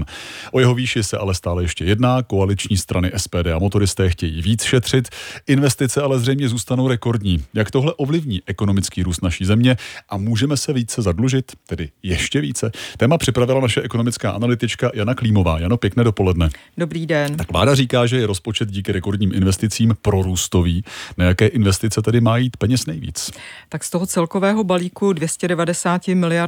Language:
Czech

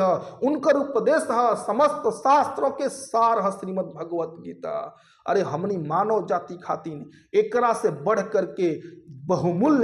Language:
Bhojpuri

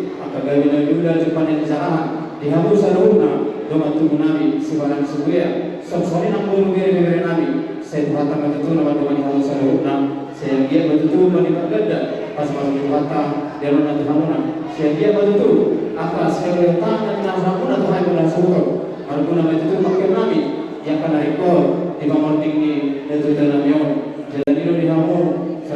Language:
Batak Toba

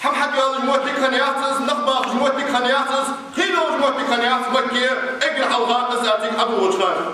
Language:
Ingush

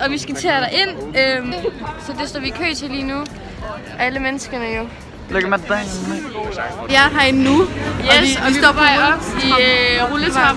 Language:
Danish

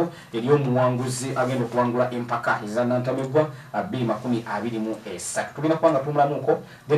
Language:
Ganda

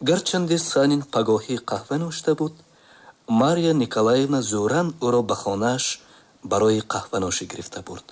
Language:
Tajik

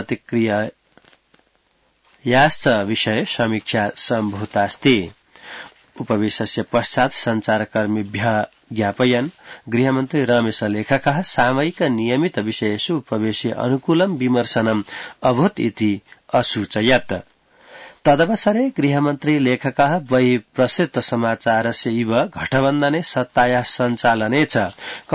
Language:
Sanskrit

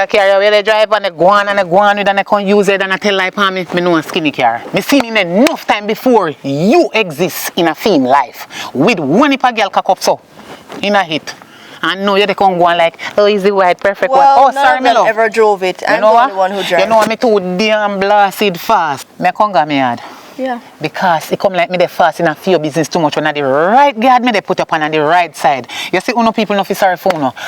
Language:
Jamaican Creole English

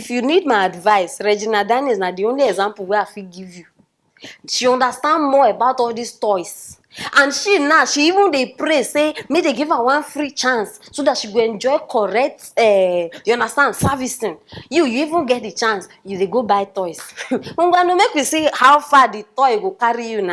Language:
Nigerian Pidgin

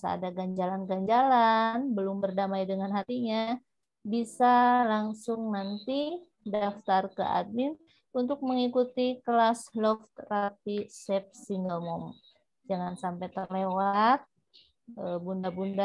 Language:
Indonesian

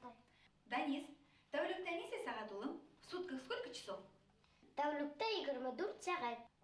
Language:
Bashkir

